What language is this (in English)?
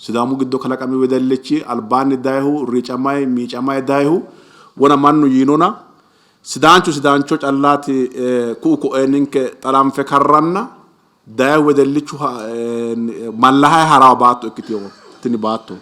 Sidamo